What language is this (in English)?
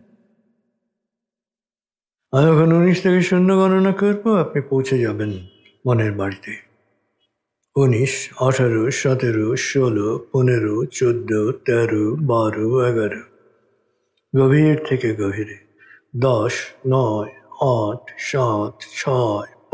Bangla